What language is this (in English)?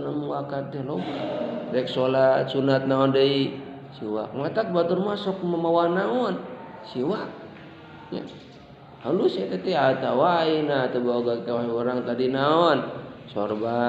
Sundanese